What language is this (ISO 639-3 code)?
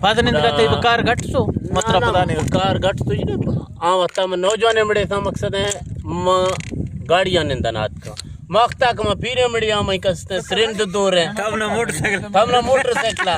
bgp